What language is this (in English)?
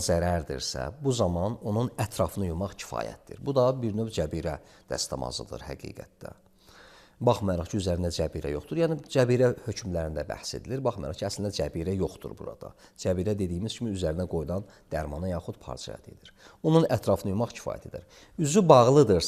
Azerbaijani